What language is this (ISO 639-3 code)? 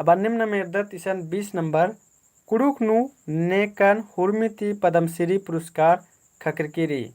kru